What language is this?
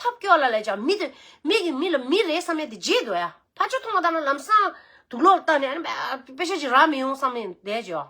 Tibetan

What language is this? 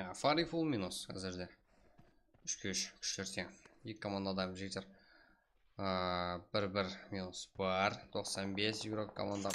Kara-Kalpak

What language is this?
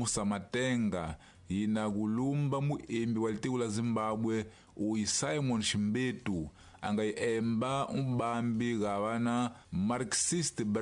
Tsonga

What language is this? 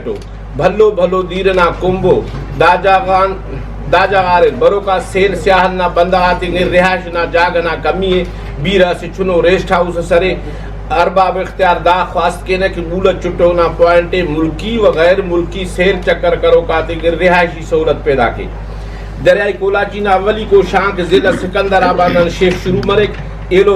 Brahui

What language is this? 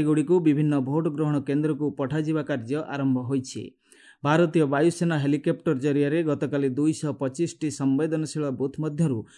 Odia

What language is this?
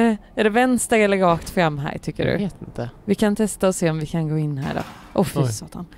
Swedish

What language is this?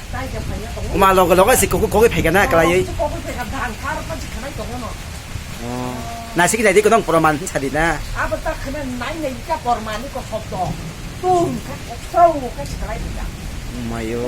Kok Borok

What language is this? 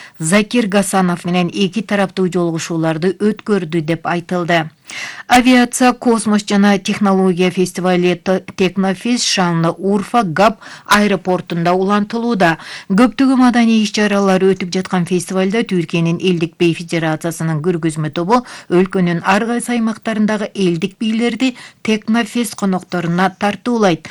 Kyrgyz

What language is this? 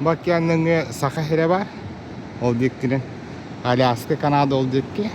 Yakut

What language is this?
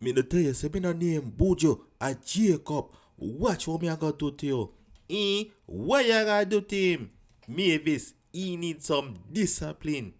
Jamaican Creole English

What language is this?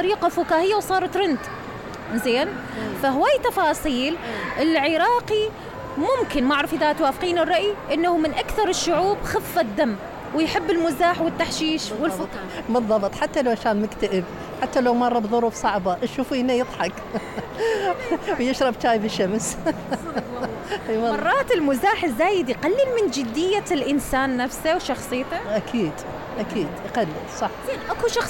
Mesopotamian Arabic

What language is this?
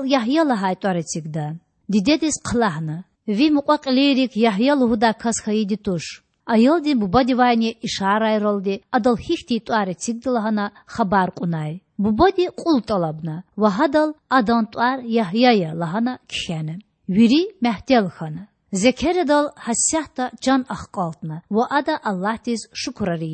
Lezghian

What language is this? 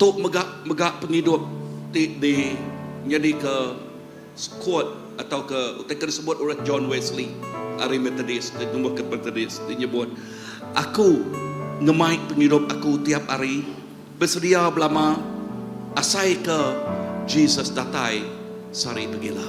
Iban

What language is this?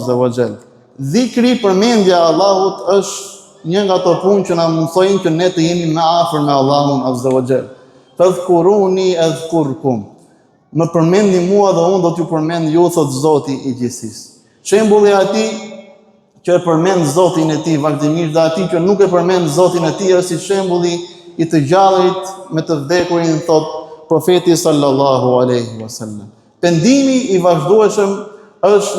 Albanian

